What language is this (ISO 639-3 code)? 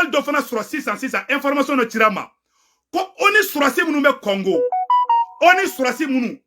bam